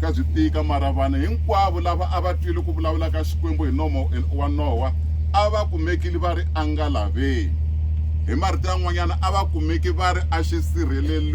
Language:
Tsonga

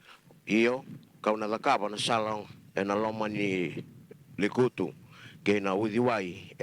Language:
Fijian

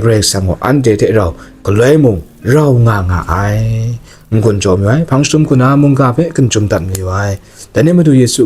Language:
Kachin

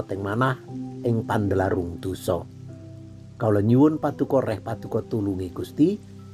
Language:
Javanese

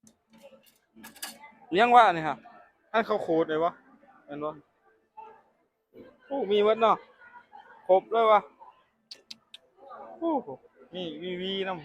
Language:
Lao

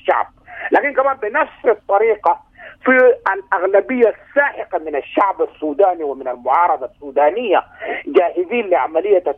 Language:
Sudanese Arabic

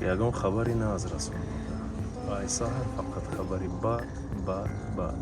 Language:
Tajik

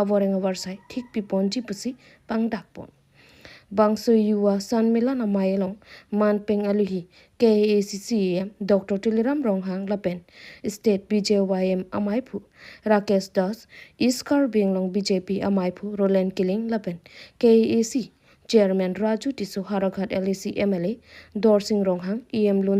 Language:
Karbi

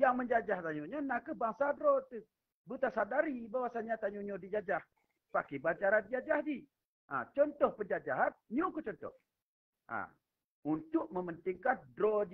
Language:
Achinese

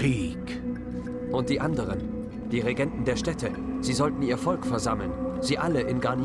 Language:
Bavarian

